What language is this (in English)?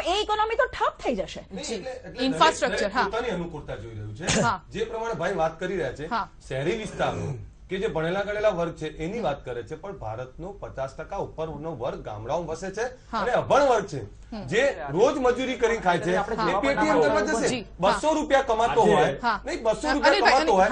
Gujarati